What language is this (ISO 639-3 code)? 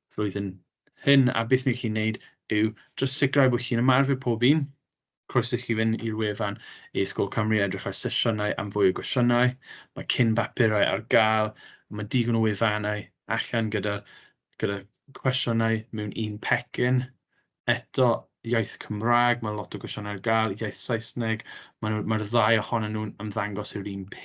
cym